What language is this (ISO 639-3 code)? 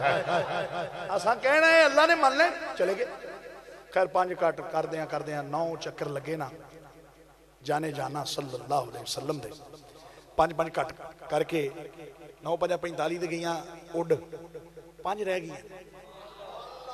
lah